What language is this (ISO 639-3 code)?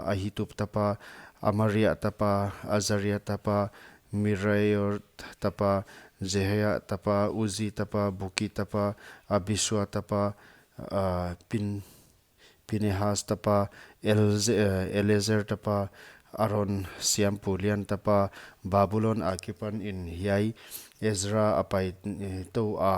pck